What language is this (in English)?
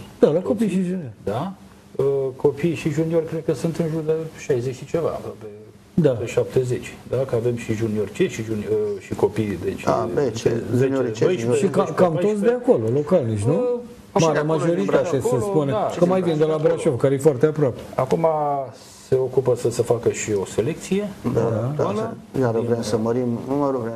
Romanian